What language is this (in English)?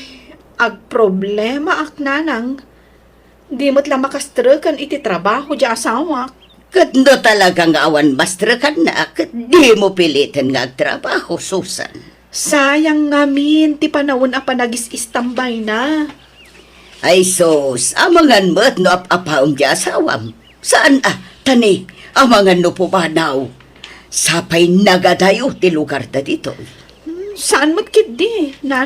Iloko